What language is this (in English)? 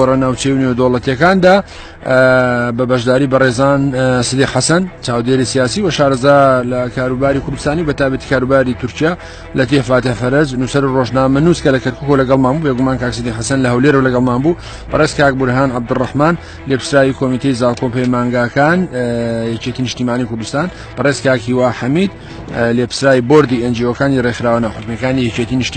Central Kurdish